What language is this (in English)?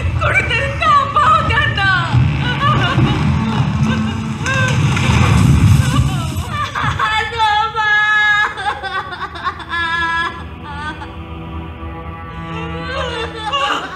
Marathi